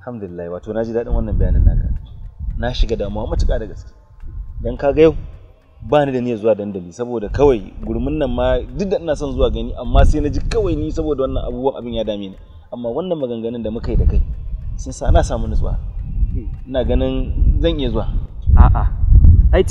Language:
Hausa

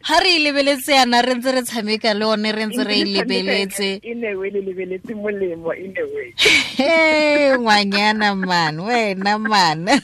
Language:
Tswana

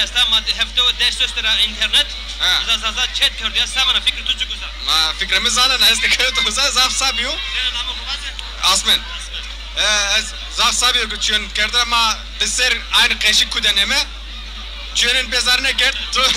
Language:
Zaza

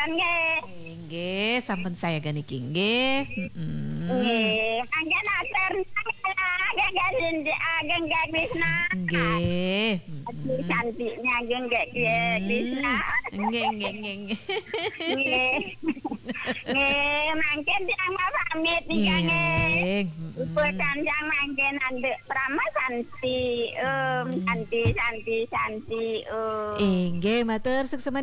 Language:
Balinese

